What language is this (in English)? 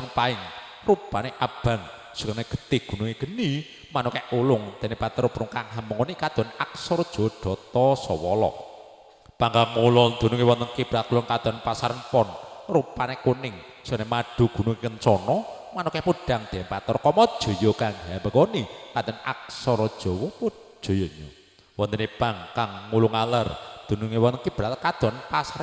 Javanese